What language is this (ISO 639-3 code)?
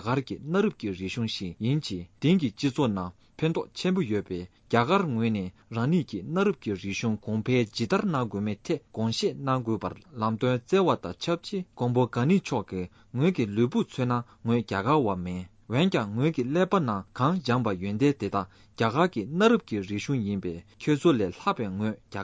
bod